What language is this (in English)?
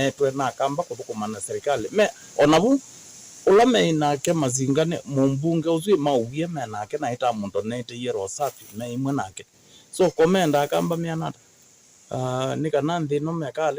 Kamba